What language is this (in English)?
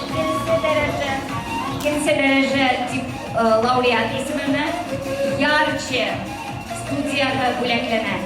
Bashkir